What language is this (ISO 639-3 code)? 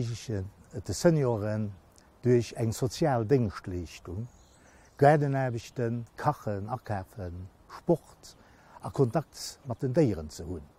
ltz